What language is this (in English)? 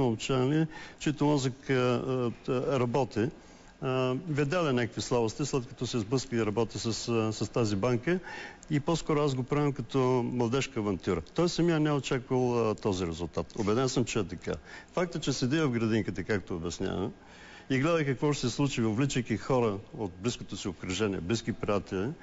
Bulgarian